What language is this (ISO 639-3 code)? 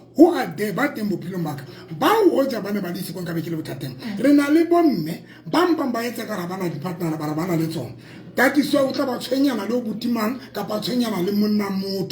sot